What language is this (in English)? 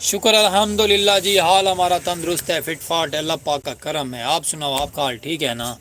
Saraiki